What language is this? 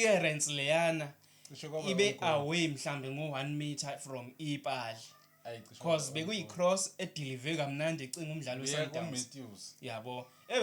Zulu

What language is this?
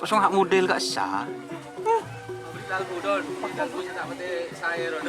Madurese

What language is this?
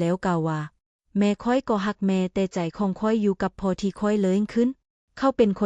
Lao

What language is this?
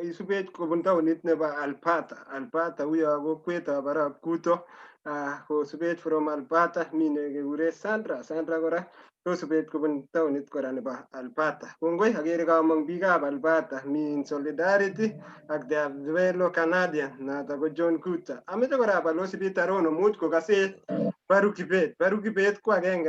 Kalenjin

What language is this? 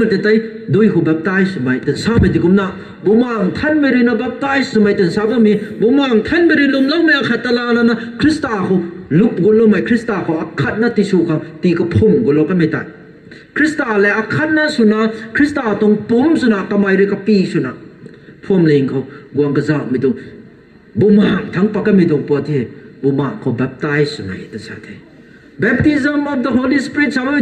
Rongmei Naga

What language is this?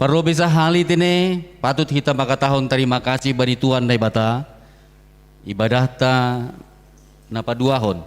Batak Simalungun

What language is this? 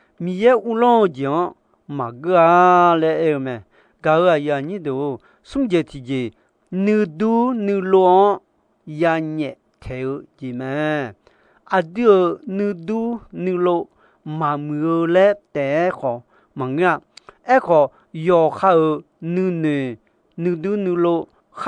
Akha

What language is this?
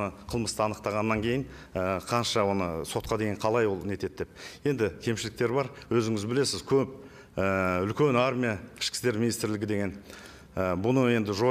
Kazakh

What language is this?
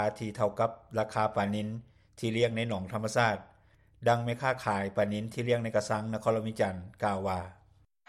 Lao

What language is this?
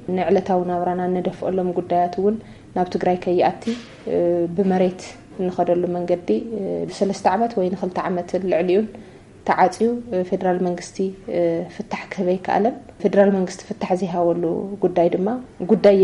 Tigrinya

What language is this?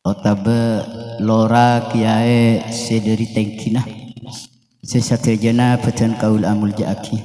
Madurese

